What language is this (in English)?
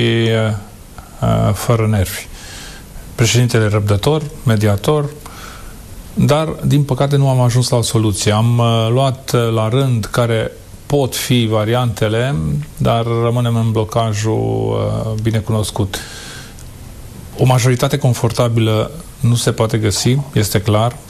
Romanian